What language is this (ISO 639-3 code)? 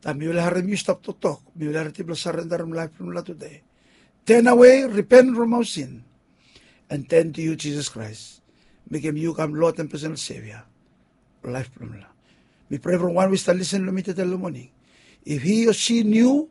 bis